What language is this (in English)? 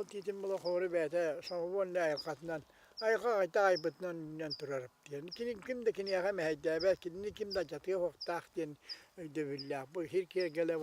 Yakut